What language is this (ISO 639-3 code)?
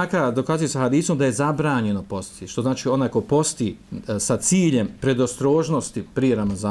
bos